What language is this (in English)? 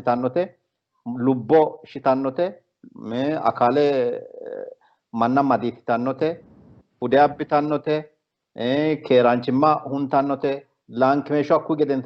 Sidamo